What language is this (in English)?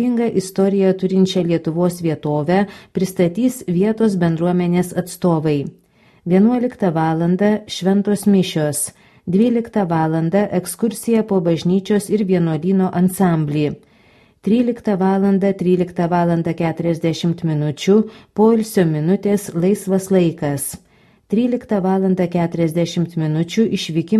Lithuanian